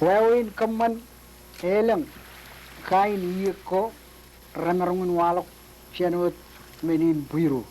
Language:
Marshallese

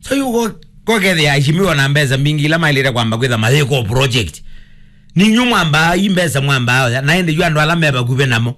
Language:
Kamba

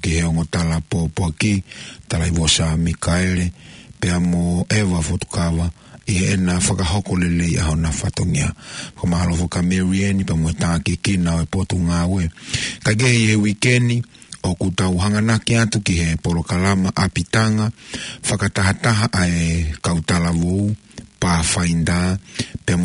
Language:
Tongan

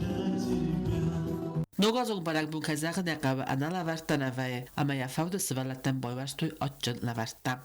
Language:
Ossetic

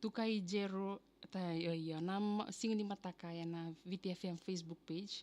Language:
Fijian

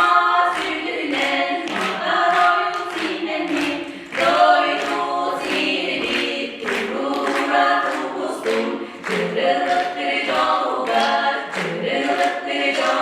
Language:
Yakut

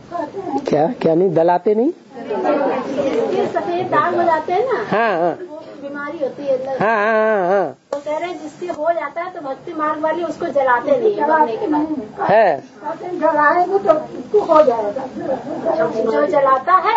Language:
Hindi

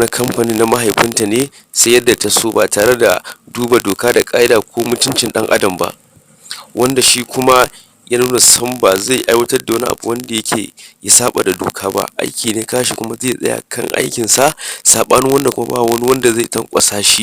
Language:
Hausa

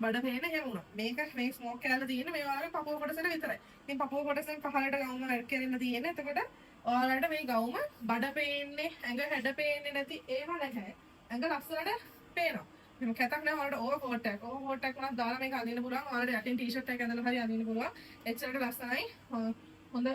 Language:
Sinhala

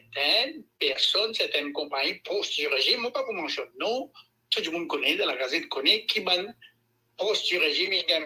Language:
Morisyen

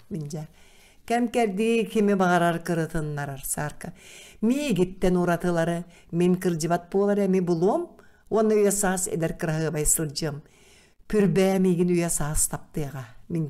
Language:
Yakut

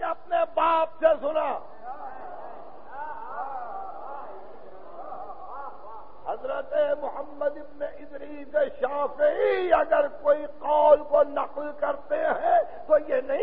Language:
Urdu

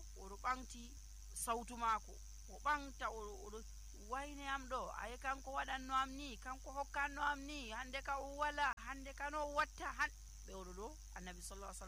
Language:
Nigerian Fulfulde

